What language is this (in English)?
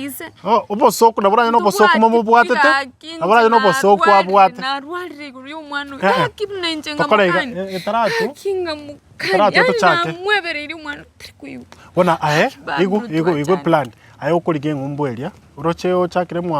Gusii